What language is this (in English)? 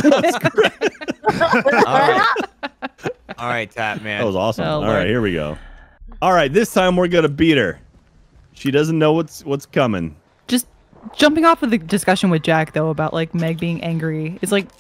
English